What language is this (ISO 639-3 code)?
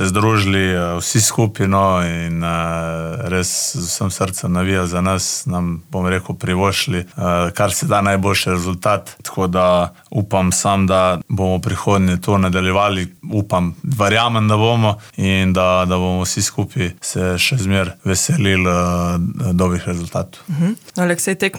slv